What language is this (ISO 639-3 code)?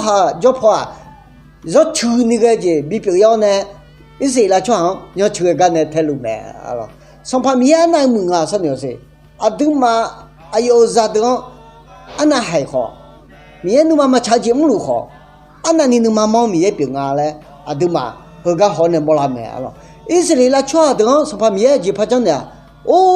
ahk